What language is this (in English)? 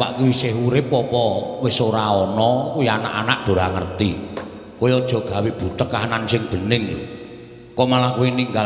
Javanese